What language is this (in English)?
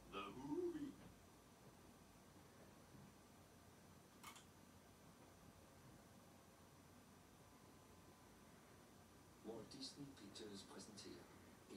Danish